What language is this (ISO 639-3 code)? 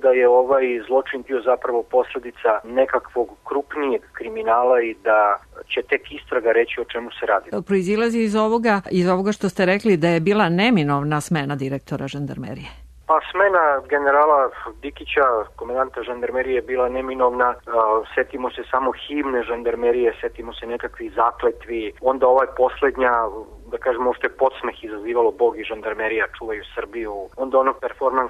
srp